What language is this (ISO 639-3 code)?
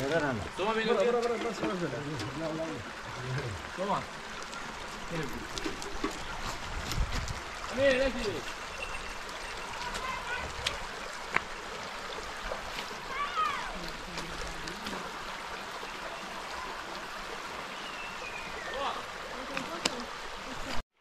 fas